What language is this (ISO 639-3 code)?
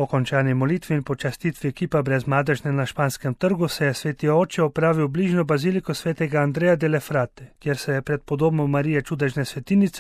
slv